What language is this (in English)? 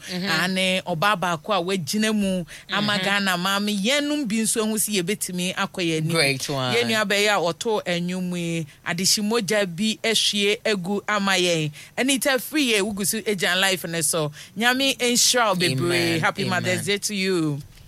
Akan